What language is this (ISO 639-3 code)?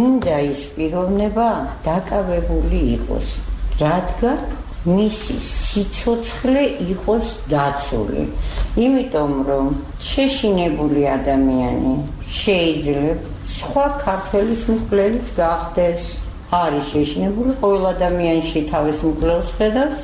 kat